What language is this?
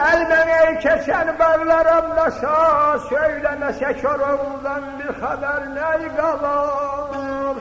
South Azerbaijani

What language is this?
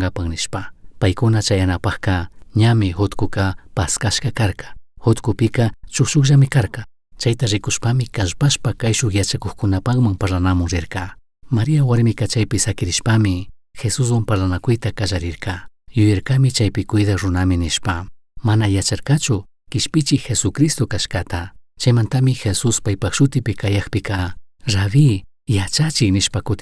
Chimborazo Highland Quichua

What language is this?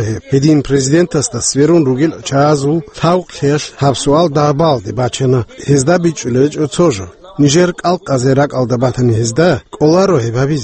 Avaric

